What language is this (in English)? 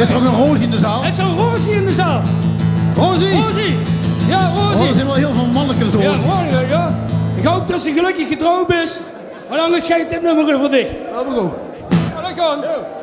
Limburgish